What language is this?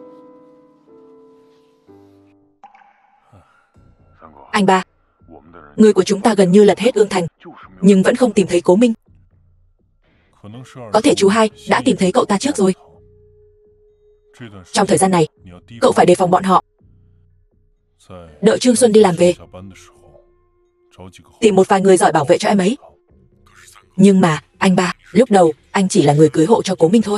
Vietnamese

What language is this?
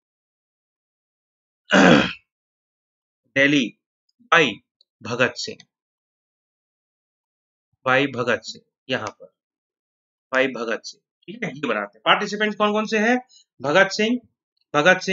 Hindi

